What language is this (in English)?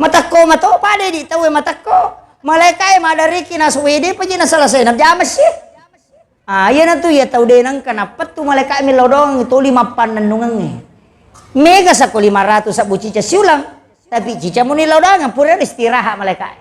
Buginese